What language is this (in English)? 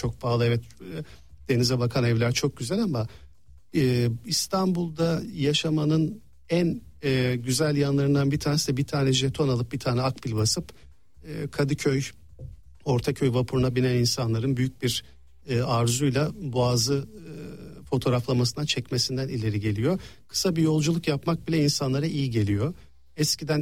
Turkish